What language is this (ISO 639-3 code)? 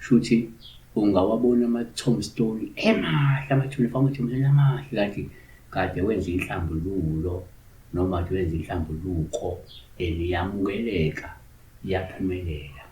zul